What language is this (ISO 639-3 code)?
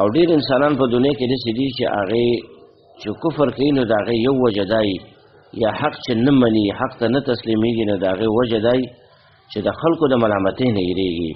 pus